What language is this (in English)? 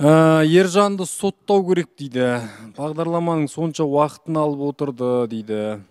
Kazakh